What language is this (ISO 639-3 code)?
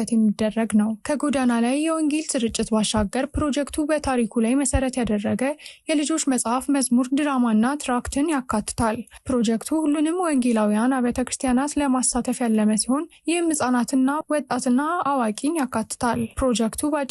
amh